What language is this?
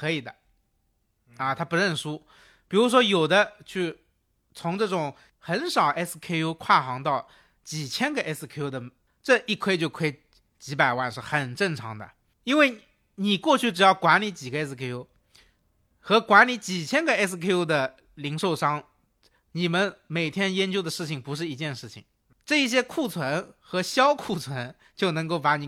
Chinese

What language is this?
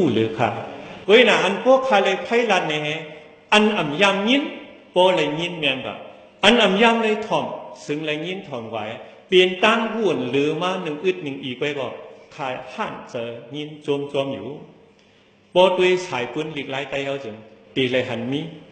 Shan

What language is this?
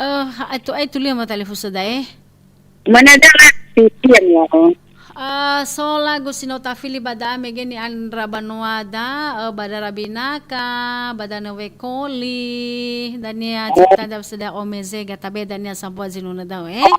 Nias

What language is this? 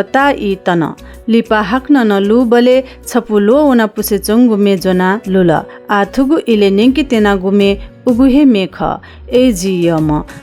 Newari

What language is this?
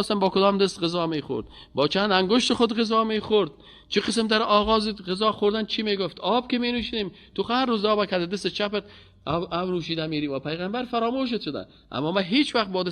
Persian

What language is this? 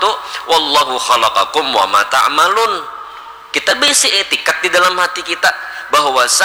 Banjar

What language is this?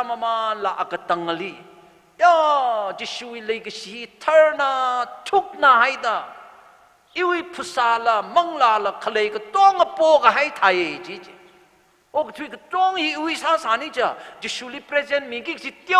Tangkhul Naga (India)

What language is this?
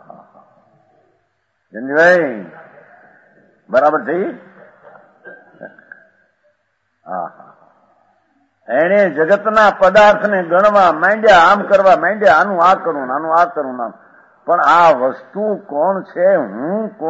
Gujarati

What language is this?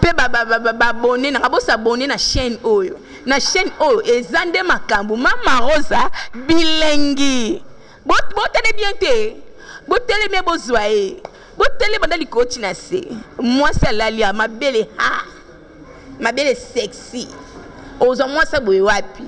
Lingala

